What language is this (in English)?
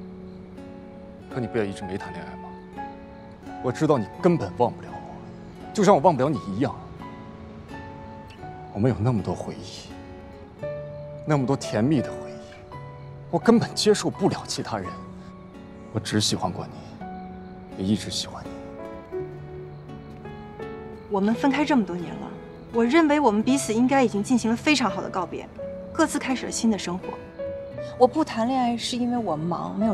Chinese